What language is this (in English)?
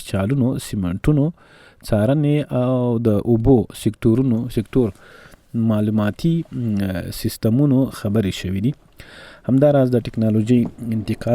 Pashto